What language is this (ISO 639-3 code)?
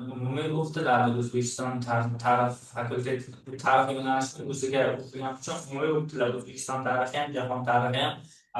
uzb